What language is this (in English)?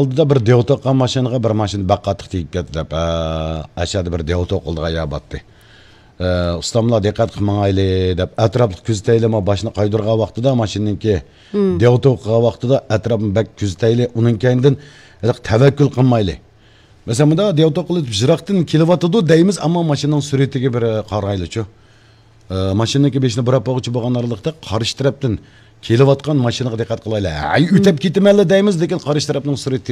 Uyghur